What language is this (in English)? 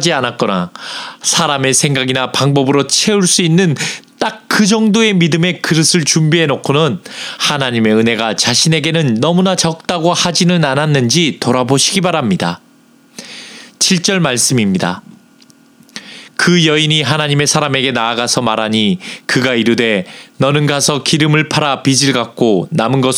Korean